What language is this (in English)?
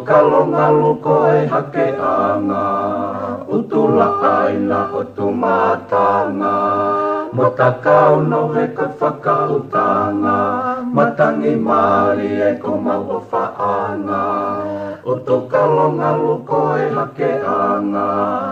Tongan